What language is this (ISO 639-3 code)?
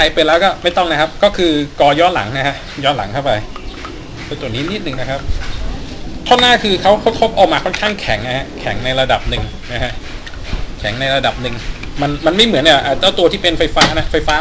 tha